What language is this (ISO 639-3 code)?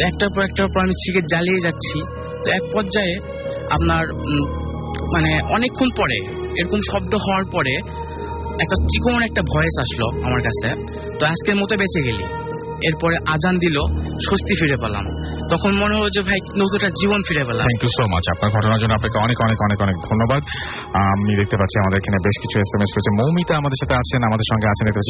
ben